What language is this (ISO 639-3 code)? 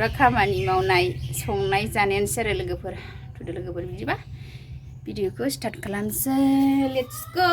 brx